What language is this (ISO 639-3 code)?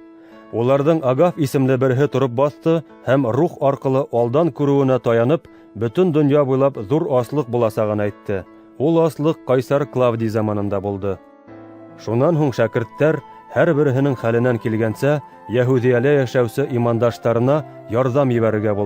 bak